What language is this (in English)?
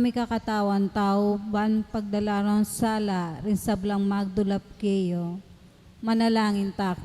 Pampanga